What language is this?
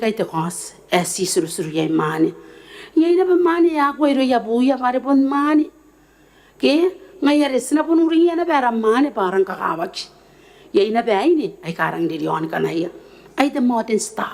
Gilbertese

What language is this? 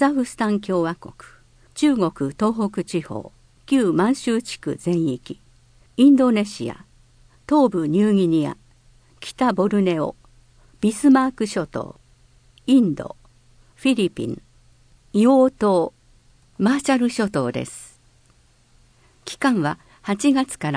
Japanese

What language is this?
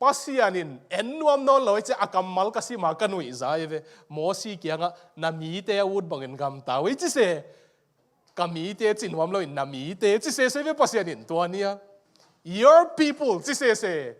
Tedim Chin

